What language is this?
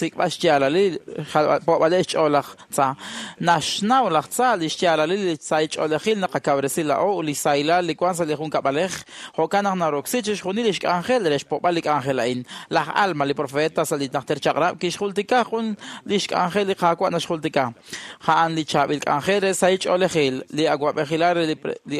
Kekchí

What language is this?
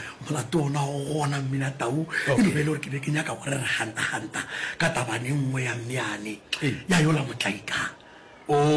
Northern Sotho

